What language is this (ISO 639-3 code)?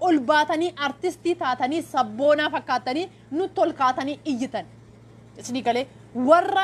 orm